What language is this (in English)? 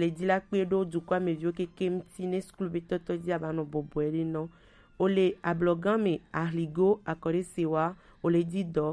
Gen